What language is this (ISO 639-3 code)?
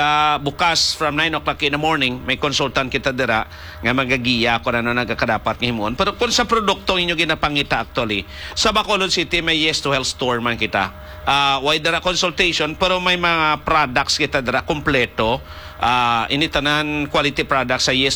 hil